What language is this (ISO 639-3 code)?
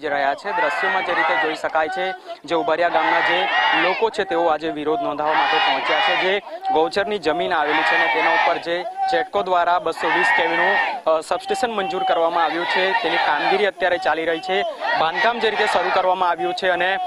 guj